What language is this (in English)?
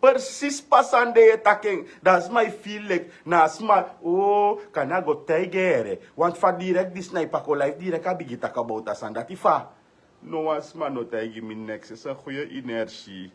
Sranan Tongo